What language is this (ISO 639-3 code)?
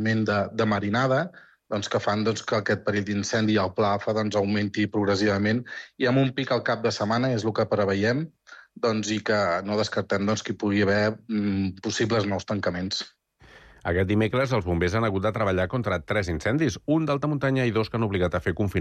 cat